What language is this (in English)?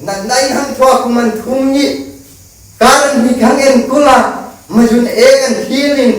Hmar